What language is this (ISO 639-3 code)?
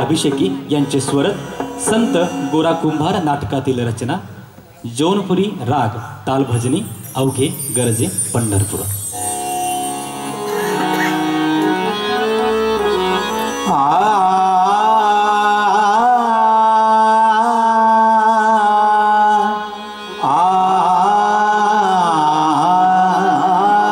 mar